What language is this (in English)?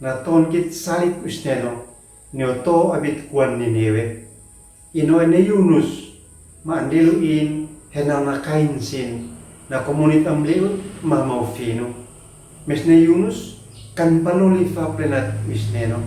Uab Meto